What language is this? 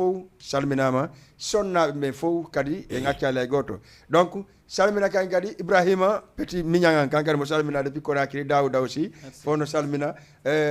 Fula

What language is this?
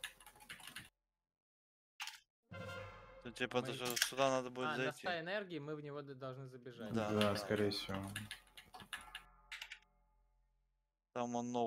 Russian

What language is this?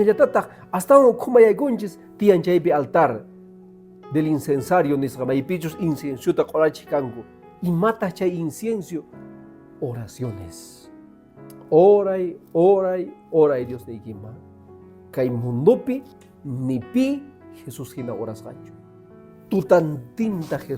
Quechua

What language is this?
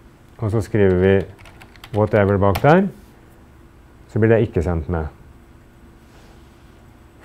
Norwegian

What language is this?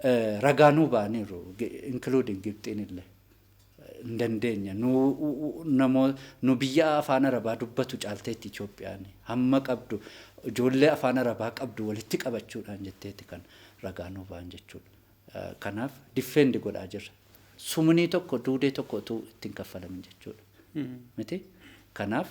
Oromo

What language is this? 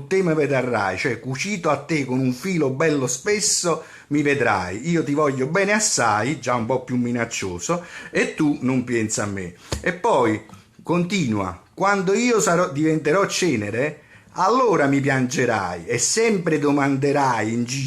Neapolitan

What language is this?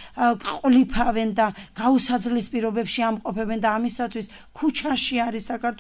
Georgian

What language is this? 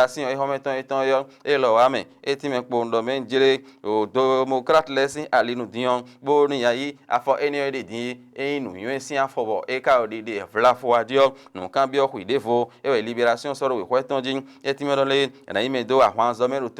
Fon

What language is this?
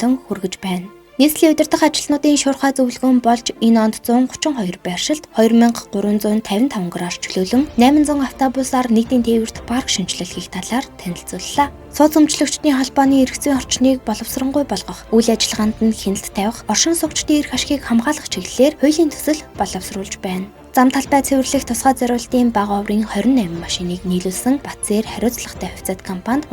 Mongolian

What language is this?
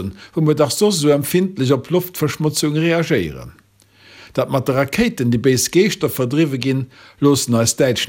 Luxembourgish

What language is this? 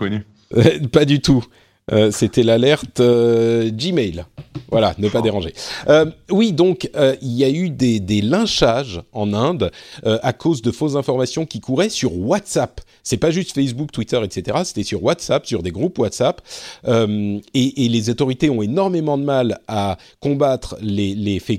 French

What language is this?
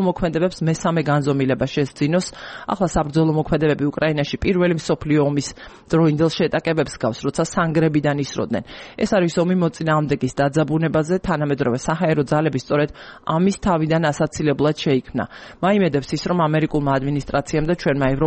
Georgian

